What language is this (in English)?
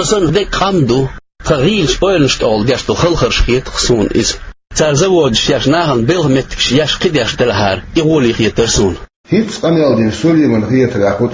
Chechen